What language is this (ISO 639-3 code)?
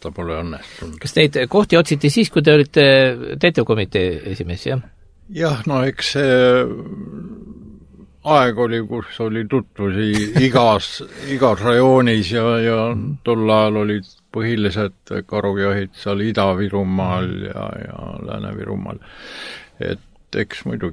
est